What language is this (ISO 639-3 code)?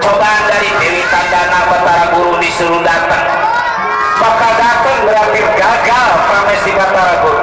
bew